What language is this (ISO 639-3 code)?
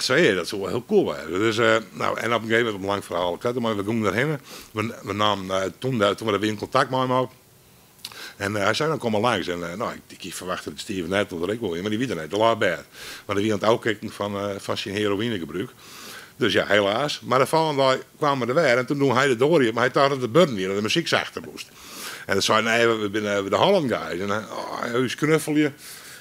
nld